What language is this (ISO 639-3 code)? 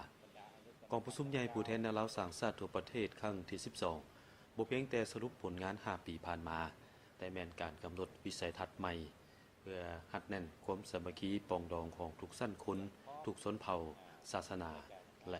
lao